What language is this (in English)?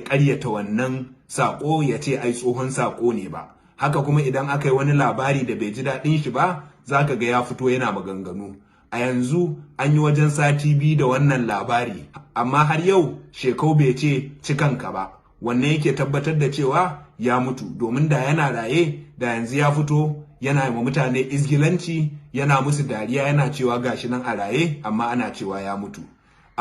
Hausa